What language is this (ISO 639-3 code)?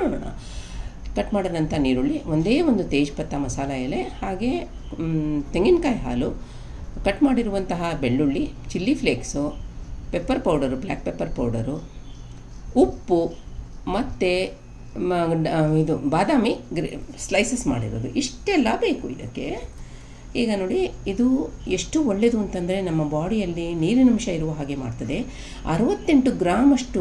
kan